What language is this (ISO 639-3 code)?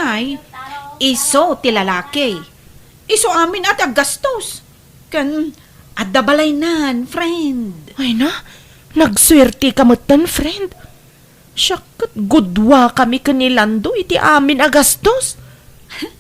ilo